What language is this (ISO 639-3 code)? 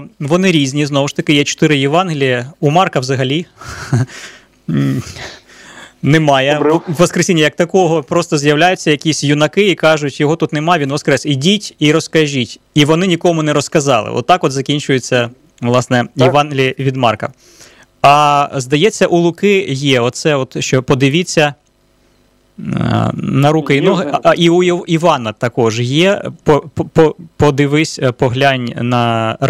ukr